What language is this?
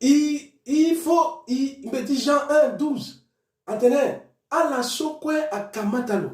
Sango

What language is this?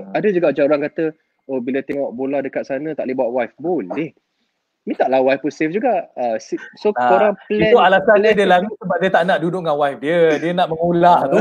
Malay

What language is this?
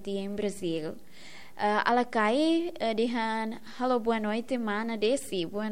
Tetum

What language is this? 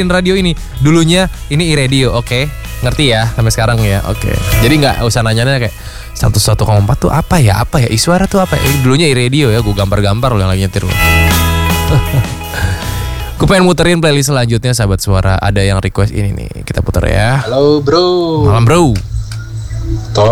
Indonesian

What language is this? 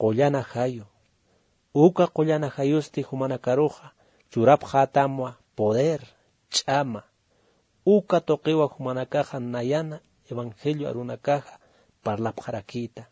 Aymara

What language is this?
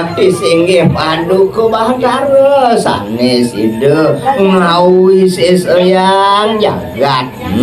Balinese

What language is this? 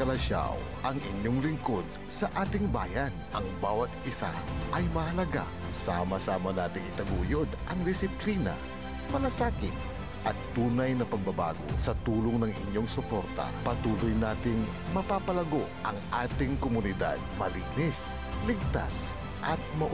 Pangasinan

